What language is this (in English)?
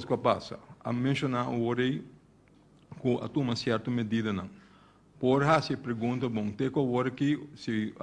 Papiamento